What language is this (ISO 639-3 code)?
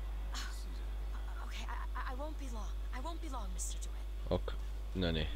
est